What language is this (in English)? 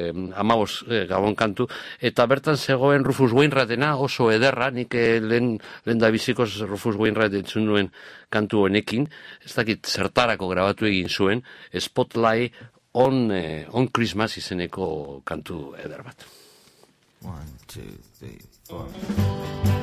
Basque